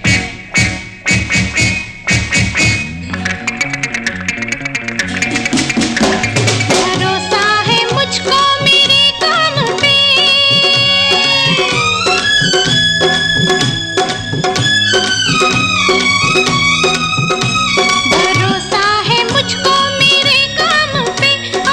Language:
Hindi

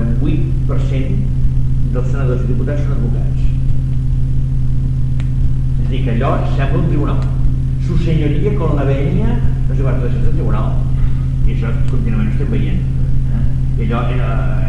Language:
Catalan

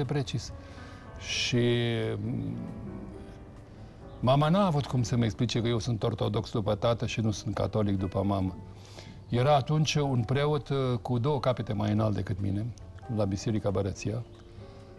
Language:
Romanian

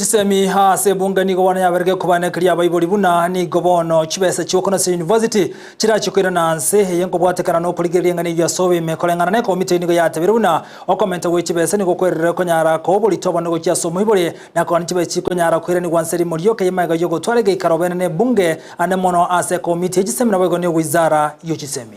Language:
Gusii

